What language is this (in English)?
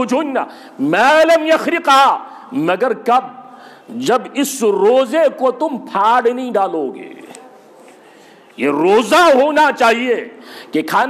Urdu